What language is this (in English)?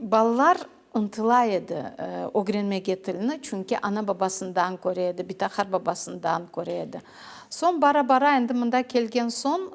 Crimean Tatar